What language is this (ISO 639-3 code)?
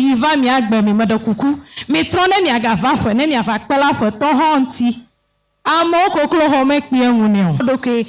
ewe